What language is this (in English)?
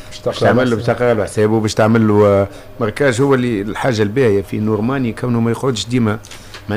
Tunisian Arabic